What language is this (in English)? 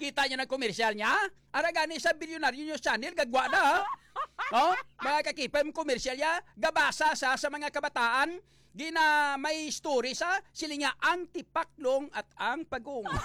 Hiligaynon